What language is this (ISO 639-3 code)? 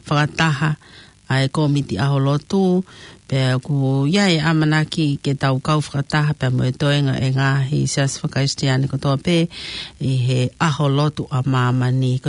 ton